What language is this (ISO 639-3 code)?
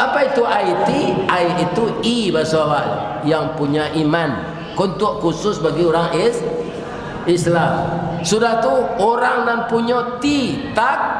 min